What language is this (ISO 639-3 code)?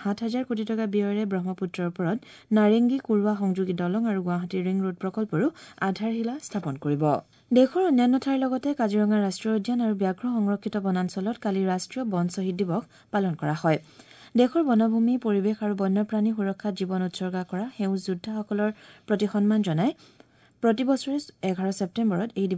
asm